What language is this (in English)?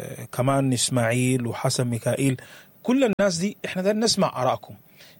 Sudanese Arabic